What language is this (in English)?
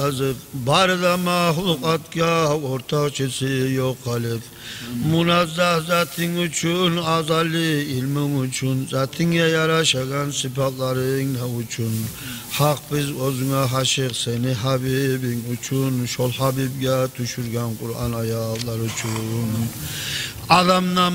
Kumyk